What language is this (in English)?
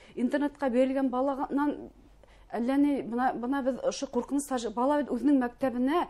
Bashkir